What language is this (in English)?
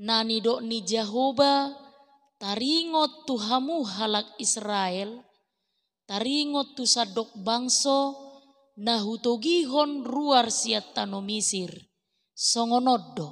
Batak Toba